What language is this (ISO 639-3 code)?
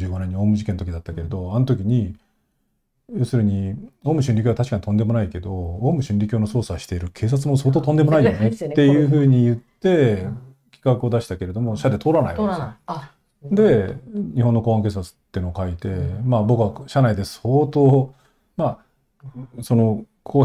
jpn